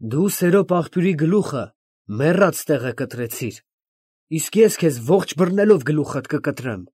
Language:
Armenian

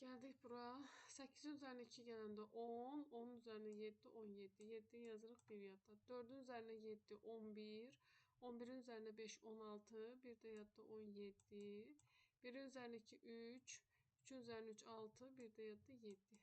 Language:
Azerbaijani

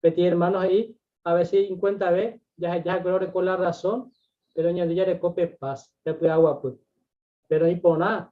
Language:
Guarani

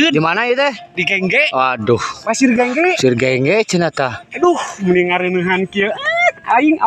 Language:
Sundanese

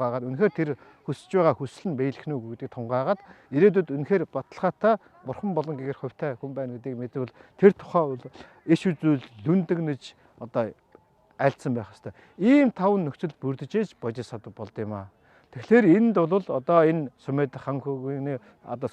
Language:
Mongolian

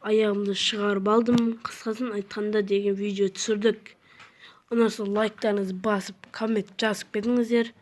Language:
Kazakh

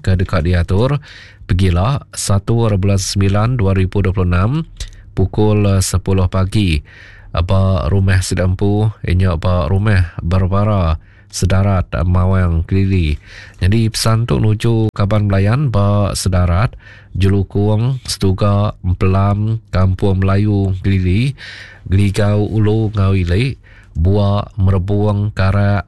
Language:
Iban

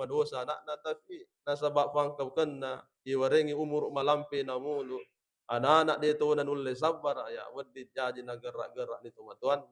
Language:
Buginese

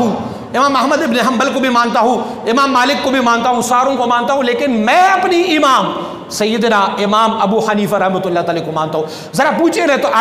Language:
Urdu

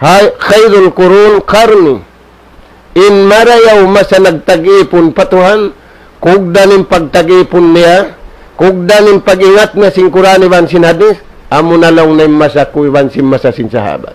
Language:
Tausug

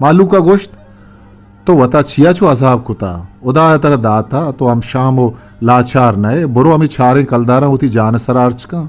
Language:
Eastern Balochi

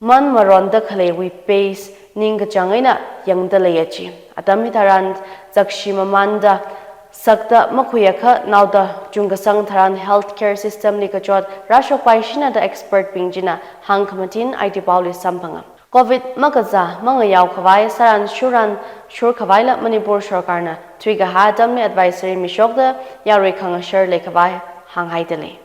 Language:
Tangkhul Naga (India)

